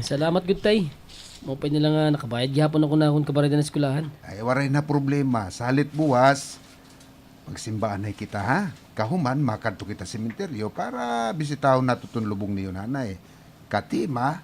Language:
Waray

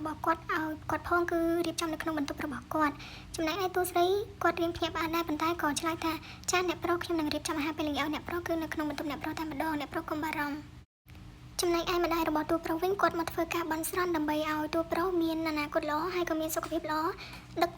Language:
Khmer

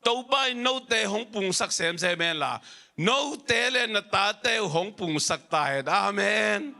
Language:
Tedim Chin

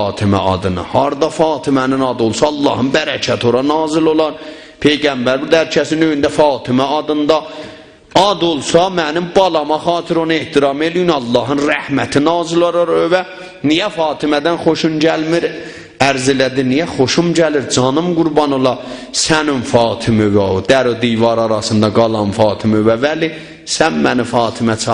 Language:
South Azerbaijani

